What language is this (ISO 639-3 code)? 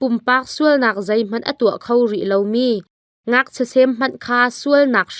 cnh